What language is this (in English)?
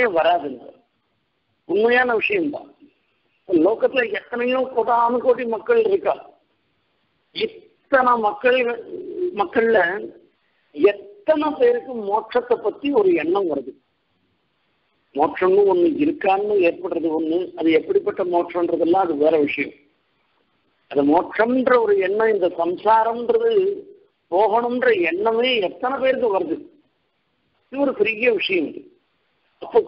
Tamil